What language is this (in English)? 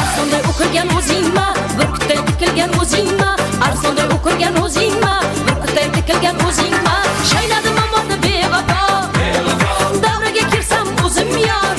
Kara-Kalpak